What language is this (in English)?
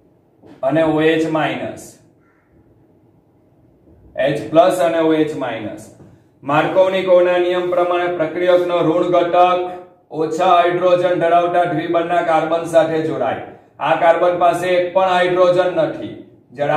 Gujarati